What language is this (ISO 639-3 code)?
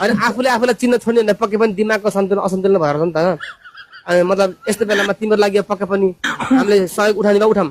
nep